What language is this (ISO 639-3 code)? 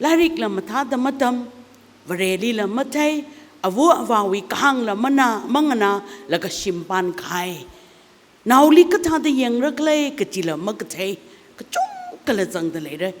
nmf